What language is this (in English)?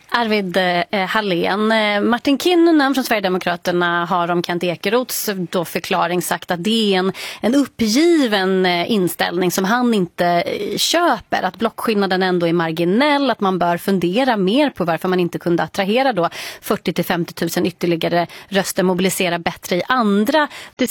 Swedish